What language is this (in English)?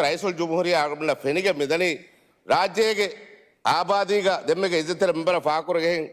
Divehi